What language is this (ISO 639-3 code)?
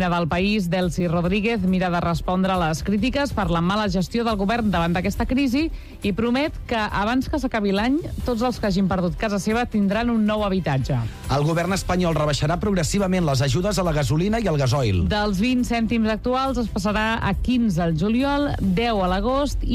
cat